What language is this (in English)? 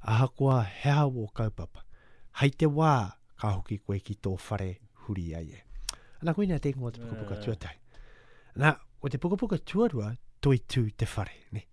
Māori